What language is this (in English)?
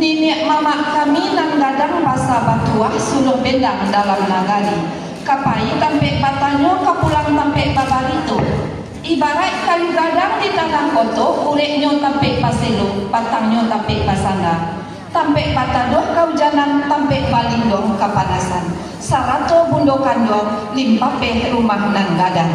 Minangkabau